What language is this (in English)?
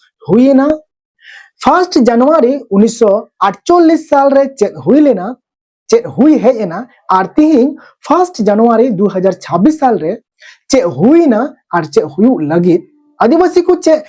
Santali